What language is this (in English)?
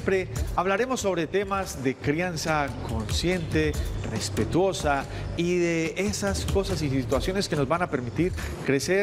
Spanish